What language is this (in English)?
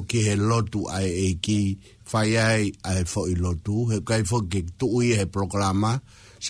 Tongan